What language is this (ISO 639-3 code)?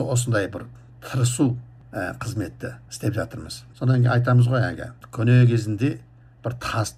kaz